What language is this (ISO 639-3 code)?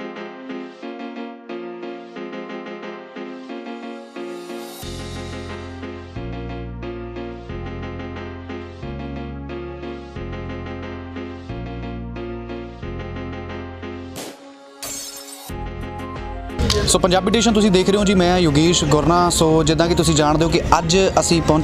pan